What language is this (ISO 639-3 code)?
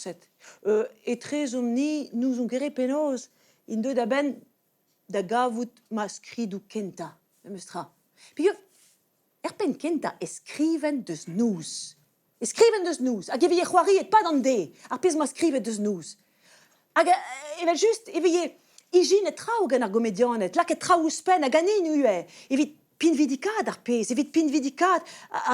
bre